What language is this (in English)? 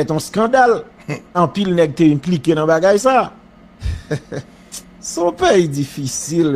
Haitian Creole